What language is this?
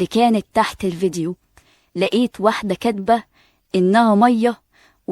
Egyptian Arabic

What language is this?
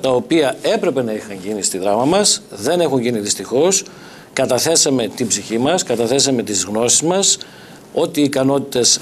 Greek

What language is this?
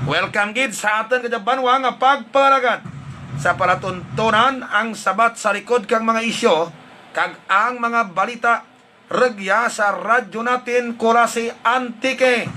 Hiligaynon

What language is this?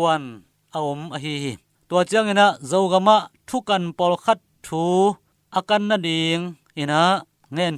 Tedim Chin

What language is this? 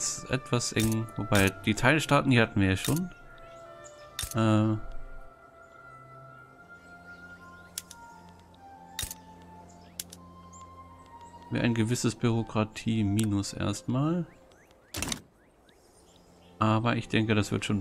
German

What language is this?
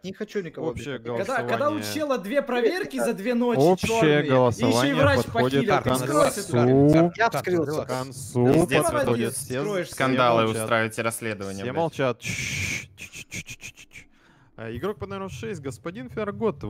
Russian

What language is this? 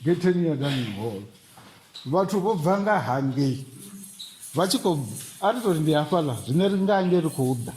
Venda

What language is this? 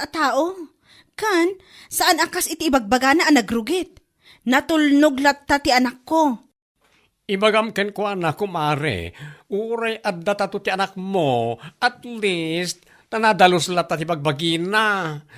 Iloko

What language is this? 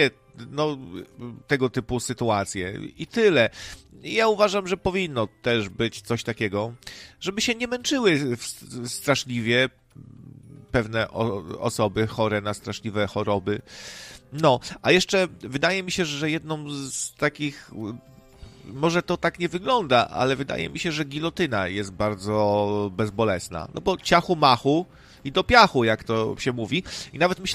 Polish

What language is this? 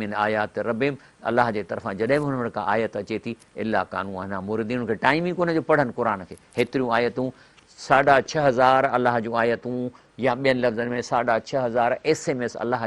Sindhi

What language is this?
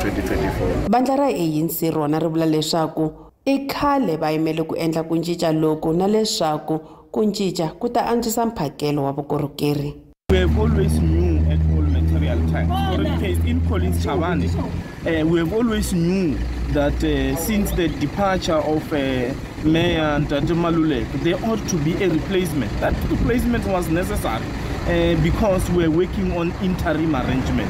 Tsonga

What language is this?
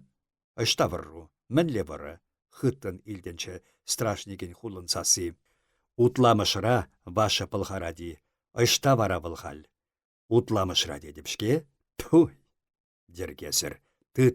Chuvash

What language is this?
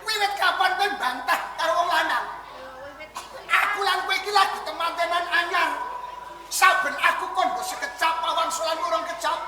Javanese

